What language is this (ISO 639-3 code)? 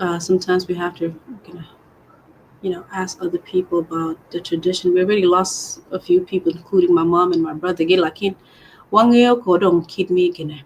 ach